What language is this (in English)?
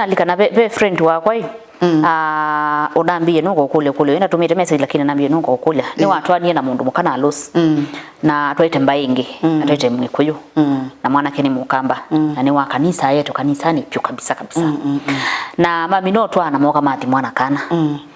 Kamba